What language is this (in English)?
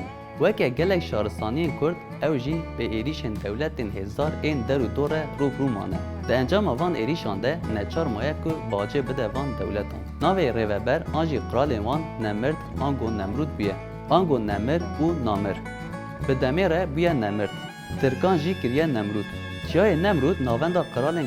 Kurdish